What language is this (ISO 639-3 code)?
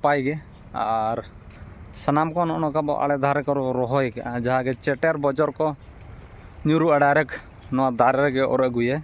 sat